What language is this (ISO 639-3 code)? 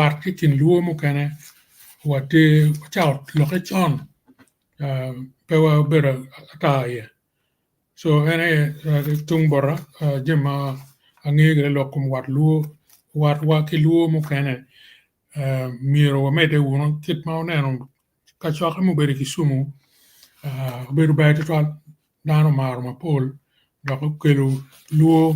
ach